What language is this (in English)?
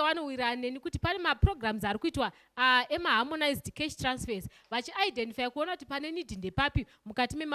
Shona